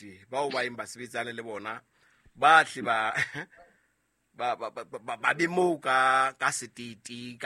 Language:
Southern Sotho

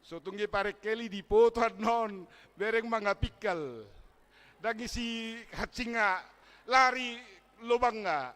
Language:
Batak Toba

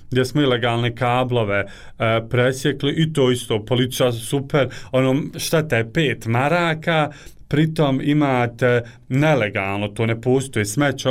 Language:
Bosnian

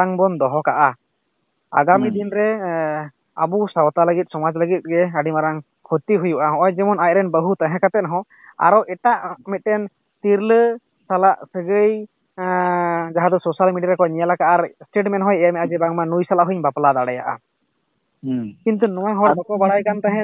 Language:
Santali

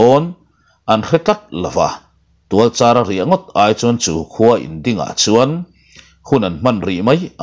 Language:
Mizo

